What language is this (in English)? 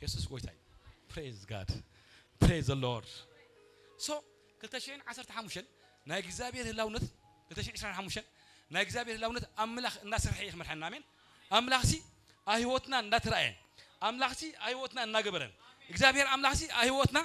Tigrinya